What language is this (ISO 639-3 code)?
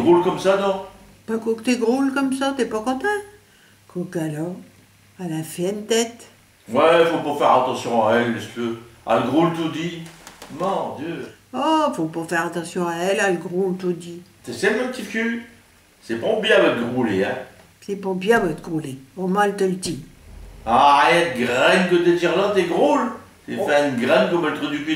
pcd